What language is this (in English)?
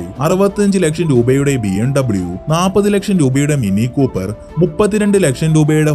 Malayalam